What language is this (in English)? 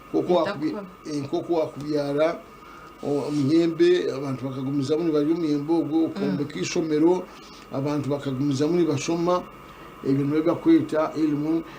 Nyankole